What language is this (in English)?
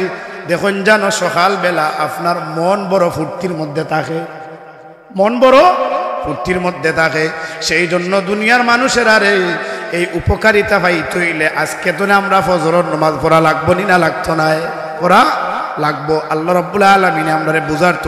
Sylheti